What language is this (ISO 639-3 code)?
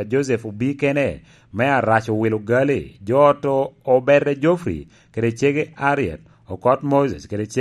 laj